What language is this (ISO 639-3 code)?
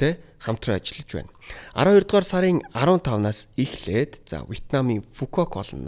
mon